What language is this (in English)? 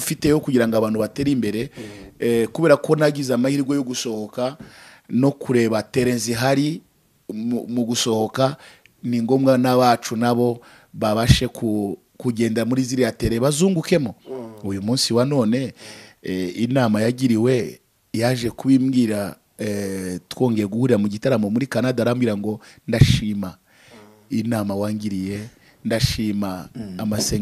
Kinyarwanda